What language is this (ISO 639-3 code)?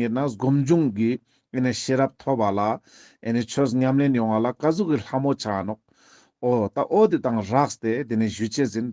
lbj